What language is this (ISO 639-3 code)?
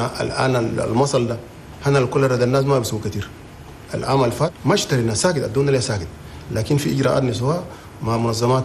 shu